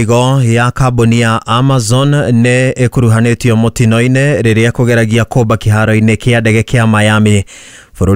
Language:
Kikuyu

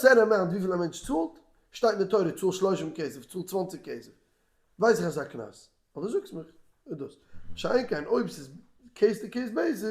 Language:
Yiddish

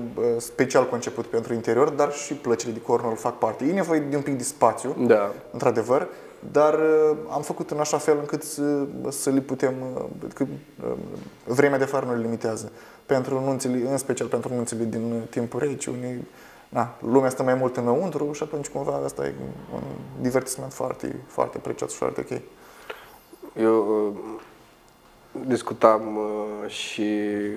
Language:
Romanian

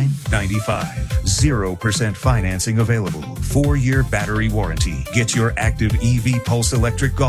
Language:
English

